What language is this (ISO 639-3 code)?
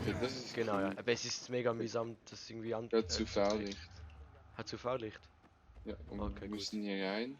gsw